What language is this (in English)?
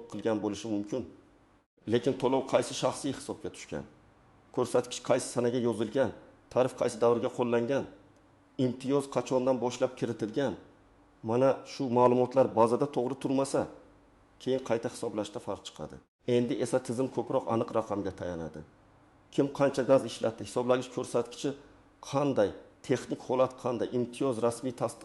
Uzbek